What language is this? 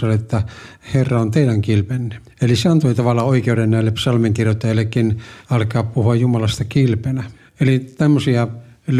Finnish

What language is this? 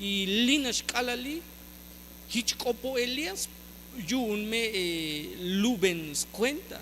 Tzeltal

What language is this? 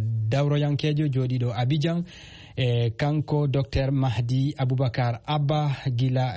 Fula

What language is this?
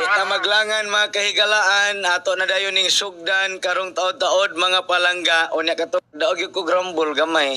Cebuano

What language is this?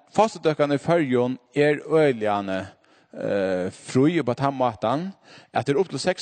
Faroese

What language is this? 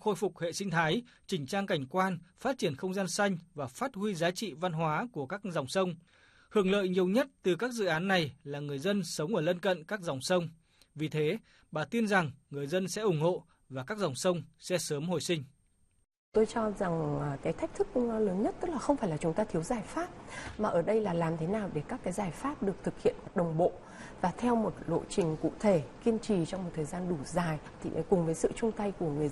Vietnamese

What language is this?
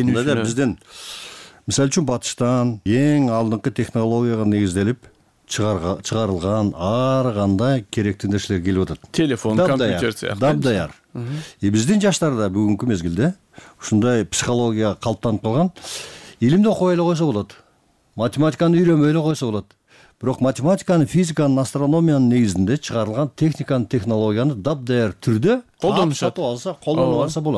Kyrgyz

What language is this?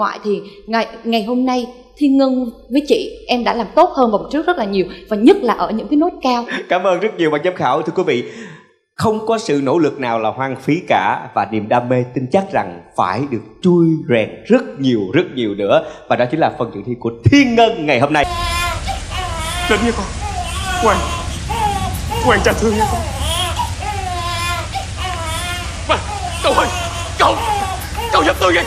Vietnamese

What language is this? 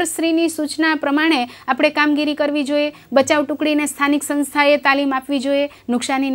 Gujarati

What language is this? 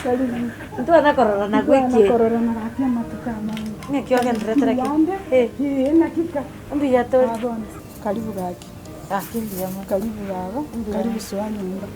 Gusii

